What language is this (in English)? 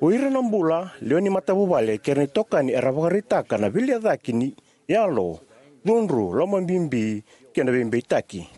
Fijian